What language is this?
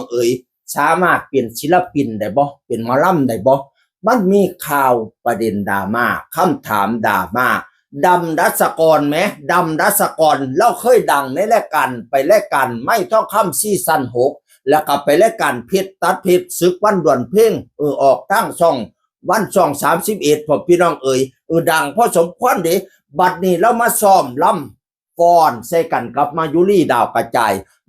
Northeastern Thai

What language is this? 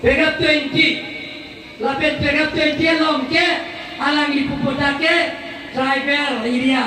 Karbi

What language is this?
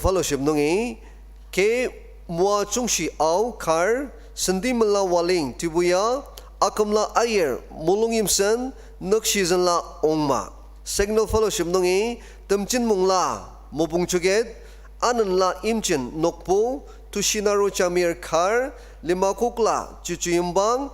Ao Naga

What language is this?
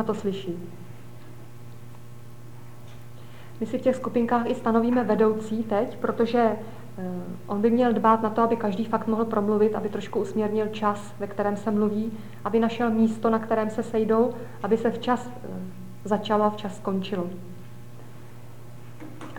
Czech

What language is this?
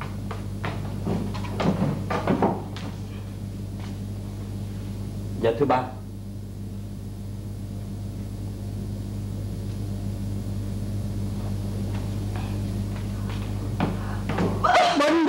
Vietnamese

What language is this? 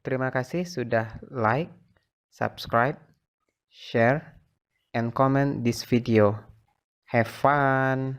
Minangkabau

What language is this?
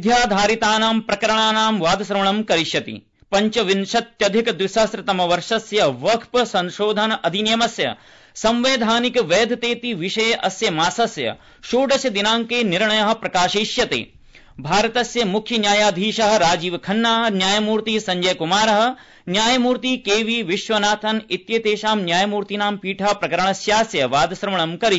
Sanskrit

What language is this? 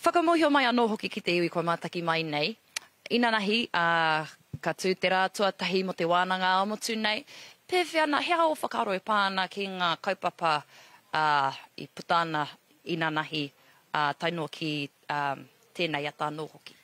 Māori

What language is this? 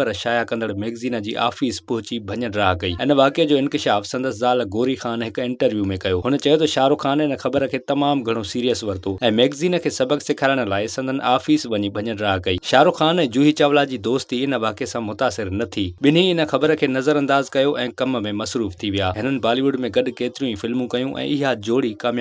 Sindhi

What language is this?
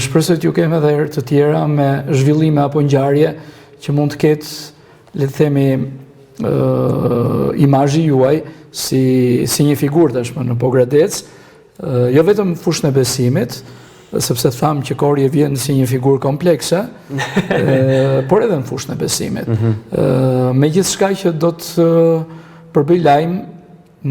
Albanian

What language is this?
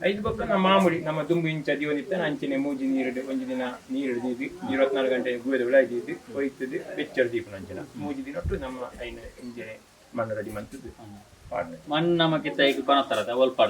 Tulu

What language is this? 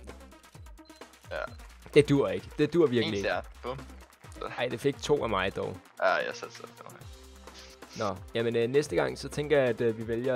Danish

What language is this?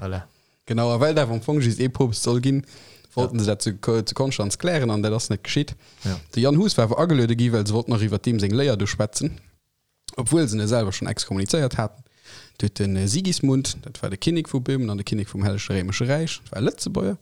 Luxembourgish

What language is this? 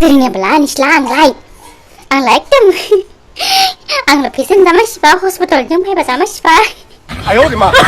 Dimasa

